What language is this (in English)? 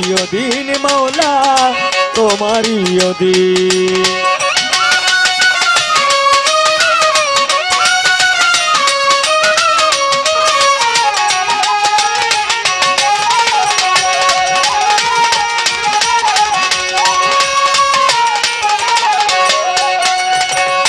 Bangla